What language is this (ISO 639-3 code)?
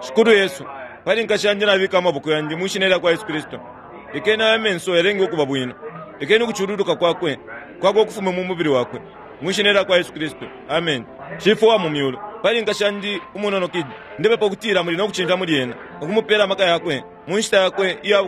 bem